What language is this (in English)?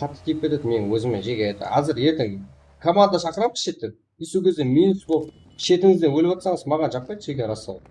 Kara-Kalpak